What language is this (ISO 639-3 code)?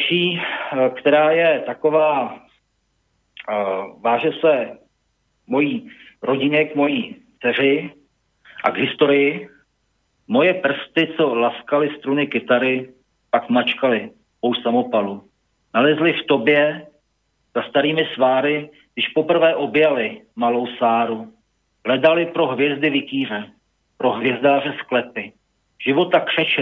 ces